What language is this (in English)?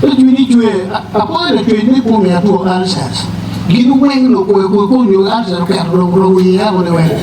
Acoli